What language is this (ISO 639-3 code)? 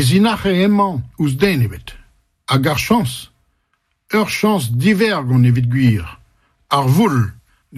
bre